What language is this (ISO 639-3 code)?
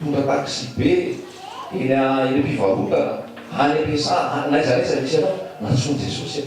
mlg